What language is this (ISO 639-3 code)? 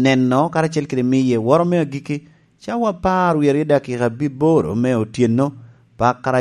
laj